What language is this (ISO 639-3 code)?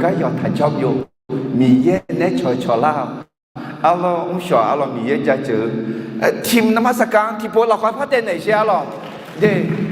ahk